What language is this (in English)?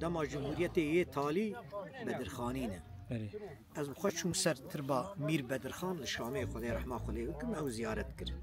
Kurdish